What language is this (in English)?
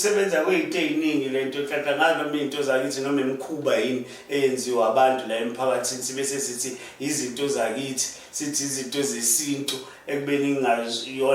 Zulu